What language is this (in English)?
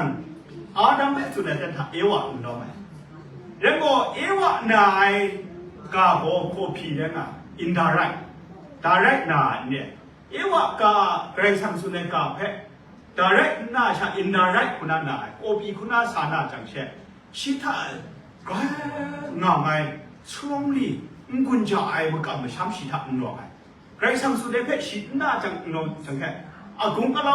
Kachin